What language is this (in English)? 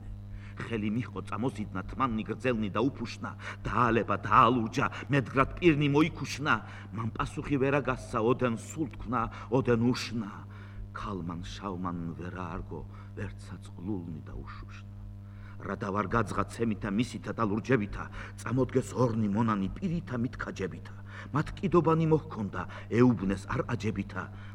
Georgian